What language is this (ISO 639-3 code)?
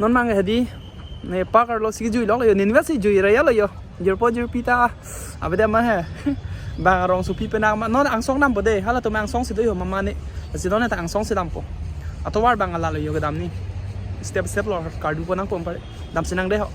mjw